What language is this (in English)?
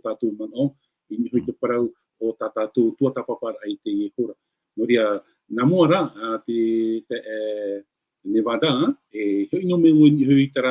Tahitian